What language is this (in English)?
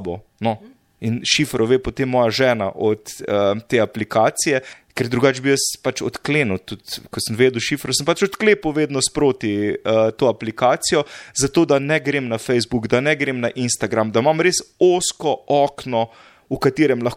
Slovenian